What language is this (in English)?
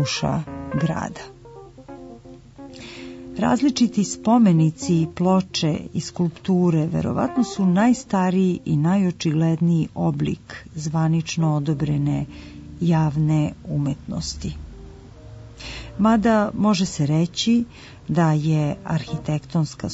Serbian